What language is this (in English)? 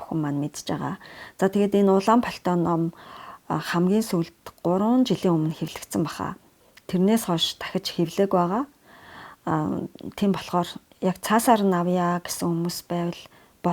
Mongolian